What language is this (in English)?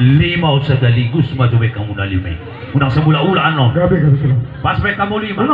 Batak Toba